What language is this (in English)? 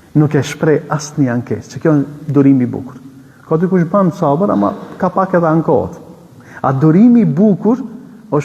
Albanian